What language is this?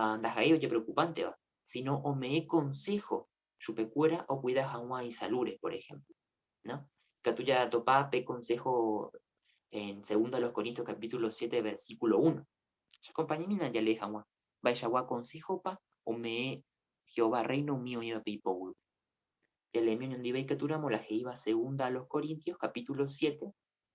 Guarani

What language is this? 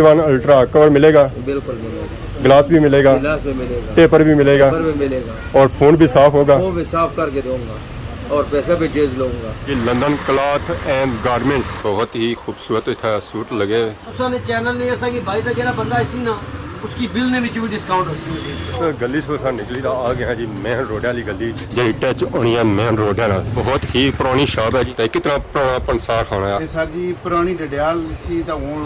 Pahari-Potwari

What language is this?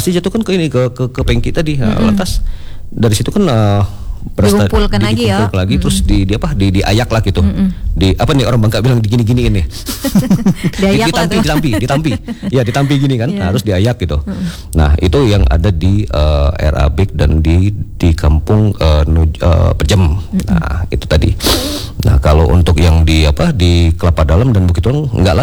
Indonesian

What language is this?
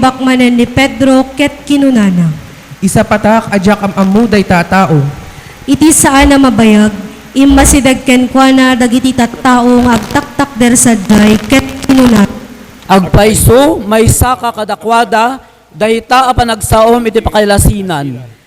Iloko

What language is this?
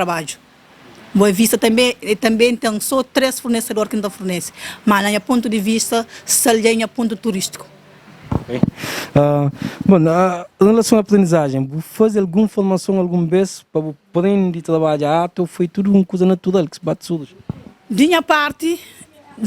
Kabuverdianu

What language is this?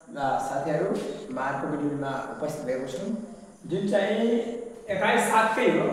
Nepali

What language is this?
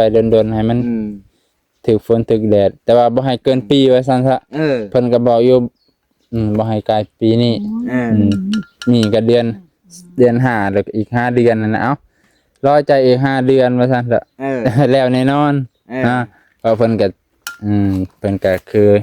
Lao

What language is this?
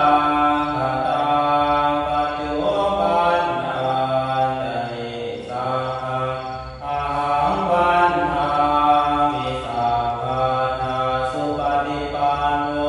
Pali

